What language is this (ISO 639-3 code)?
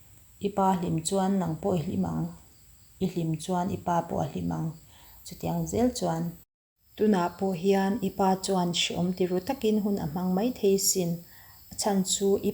lus